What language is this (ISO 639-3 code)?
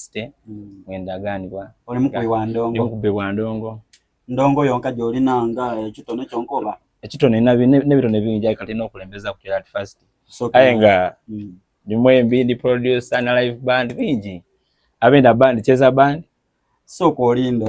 xog